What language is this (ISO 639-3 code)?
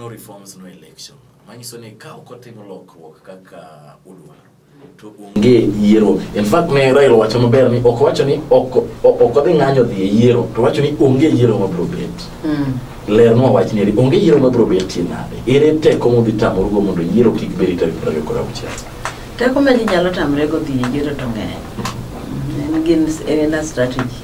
luo